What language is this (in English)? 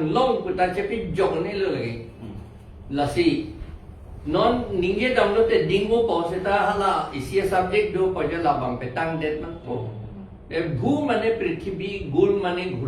Karbi